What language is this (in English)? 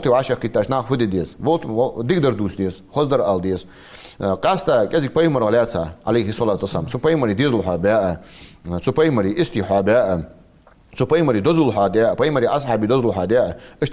Ingush